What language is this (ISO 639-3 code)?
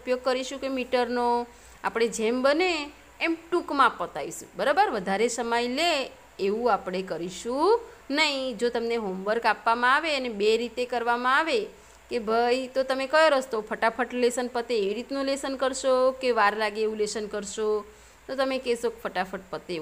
guj